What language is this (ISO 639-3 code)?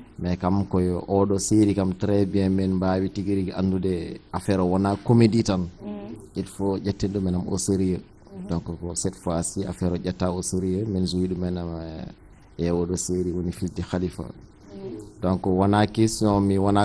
ful